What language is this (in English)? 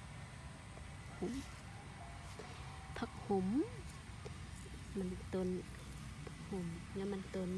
Lao